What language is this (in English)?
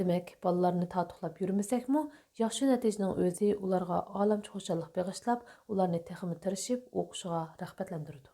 Uyghur